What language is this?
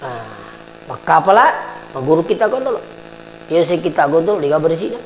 Buginese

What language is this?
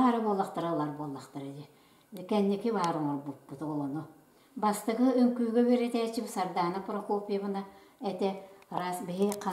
Yakut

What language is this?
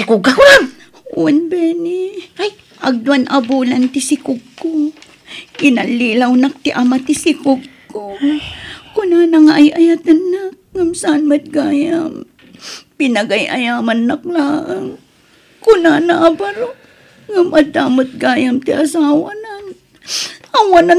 Iloko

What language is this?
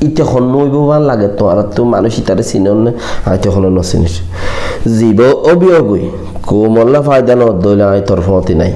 Rohingya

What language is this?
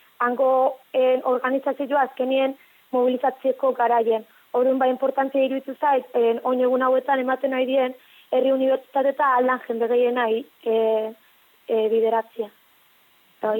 Basque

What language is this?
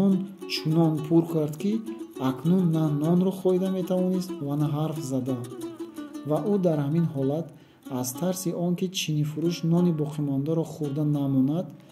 Tajik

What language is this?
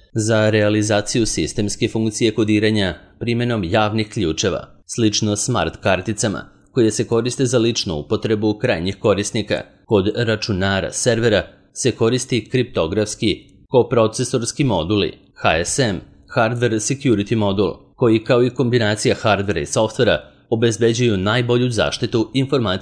Serbian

